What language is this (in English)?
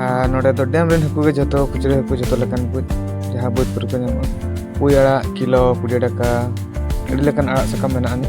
Santali